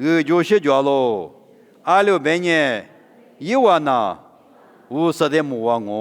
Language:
Lisu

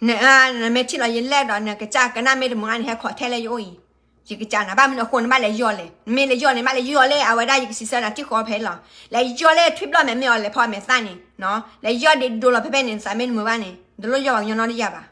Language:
S'gaw Karen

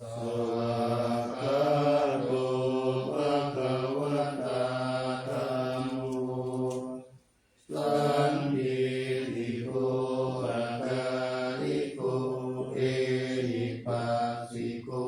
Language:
Pali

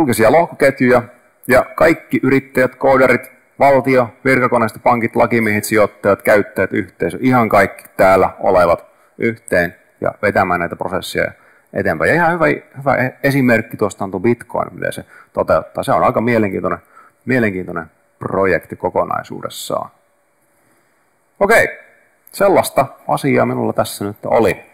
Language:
Finnish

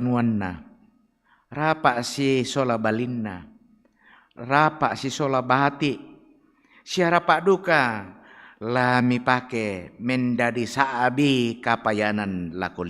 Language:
Toraja-Sa'dan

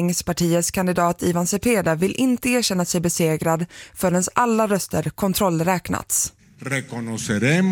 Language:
Swedish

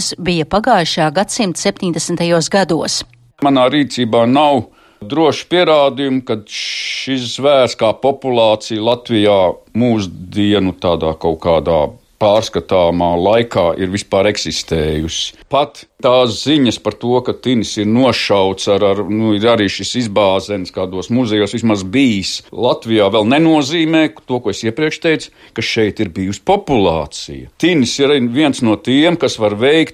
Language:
Latvian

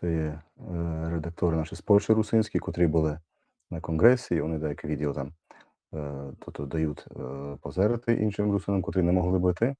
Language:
Rusyn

